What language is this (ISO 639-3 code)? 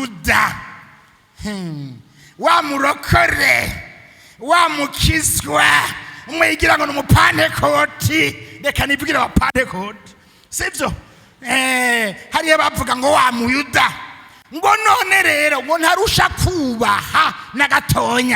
run